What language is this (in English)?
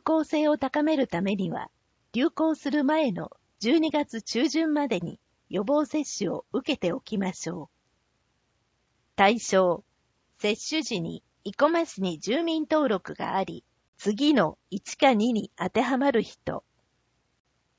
Japanese